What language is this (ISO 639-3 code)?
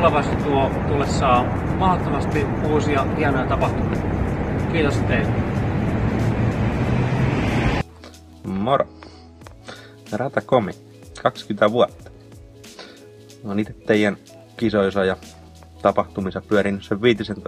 fin